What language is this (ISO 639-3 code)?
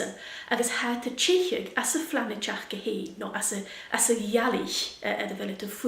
gla